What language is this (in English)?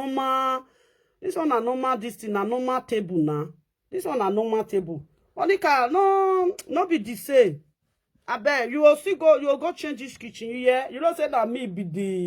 Nigerian Pidgin